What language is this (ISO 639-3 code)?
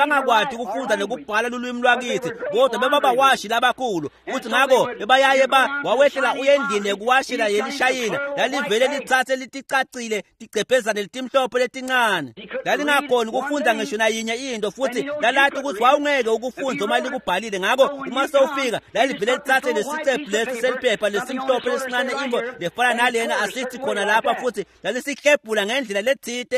ssw